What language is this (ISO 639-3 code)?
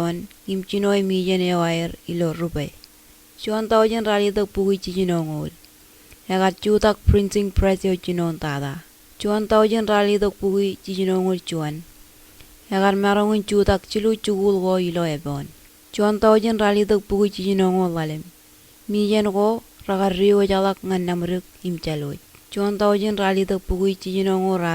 mah